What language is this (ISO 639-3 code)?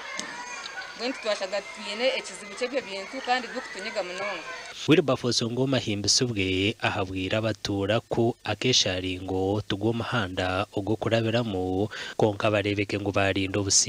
nyn